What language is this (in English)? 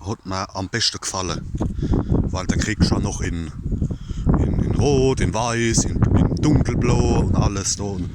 Palatine German